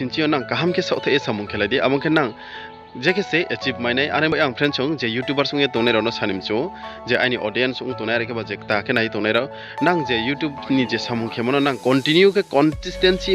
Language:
Riang (India)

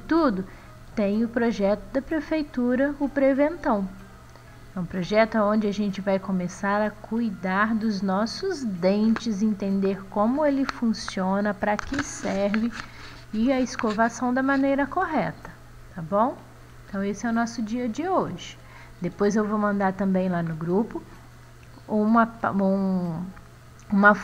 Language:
Portuguese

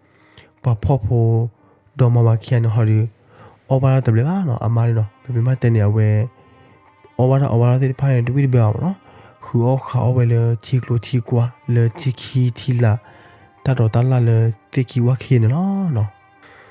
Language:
S'gaw Karen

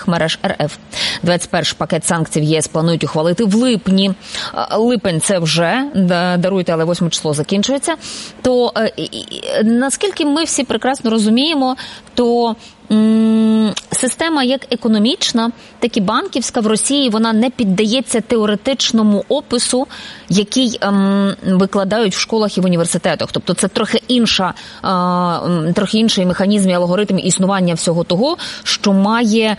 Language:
Ukrainian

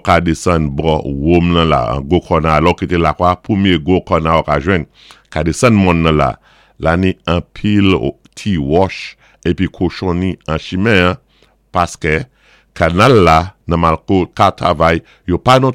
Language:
Saint Lucian Creole French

